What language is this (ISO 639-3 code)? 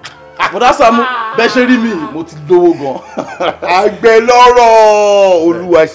yor